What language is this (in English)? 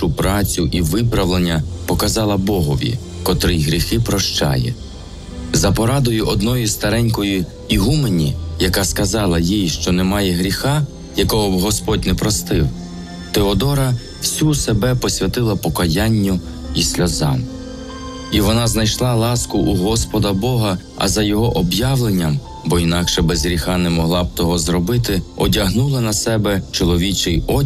Ukrainian